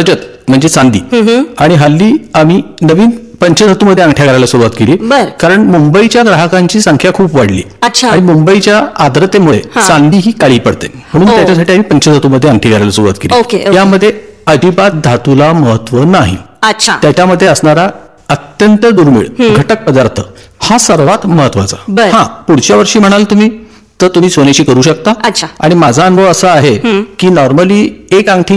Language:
Marathi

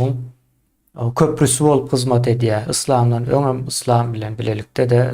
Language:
Turkmen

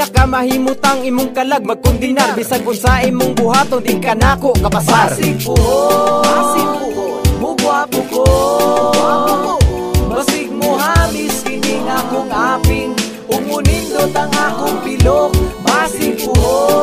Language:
Cebuano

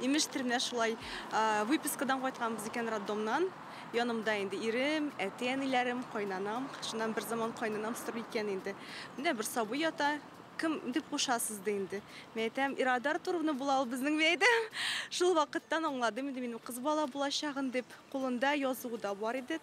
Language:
Tatar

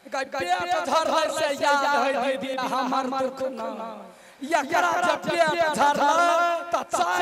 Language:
Maithili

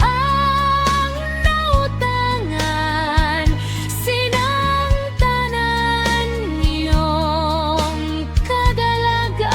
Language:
Hiligaynon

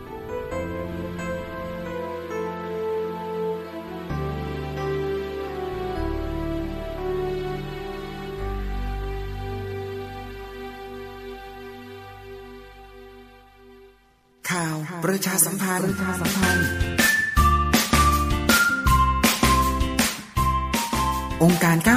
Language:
Thai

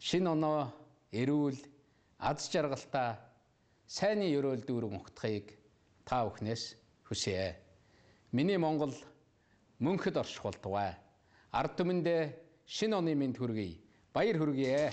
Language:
Mongolian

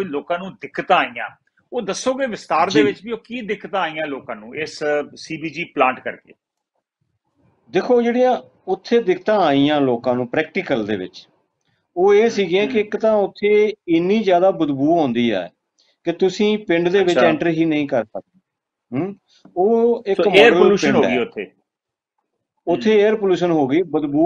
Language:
Punjabi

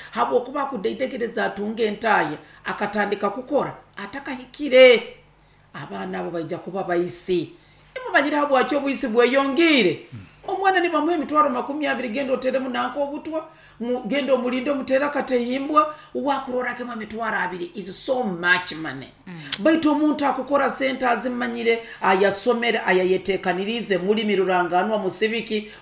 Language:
Nyoro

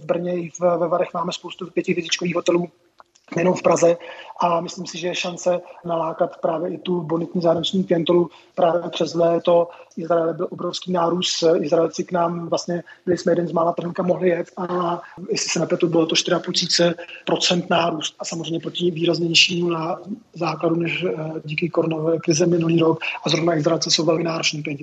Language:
Czech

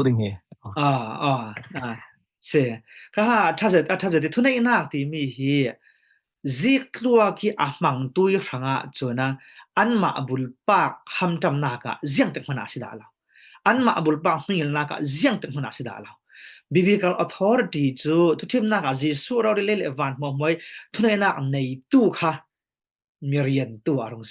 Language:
Falam Chin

